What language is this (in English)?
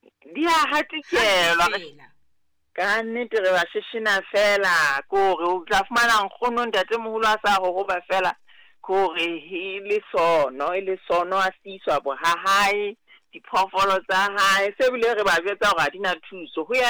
Southern Sotho